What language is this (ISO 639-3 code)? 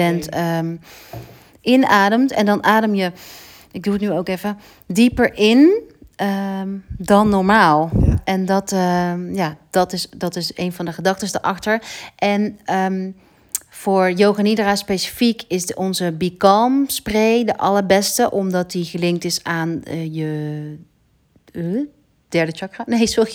nld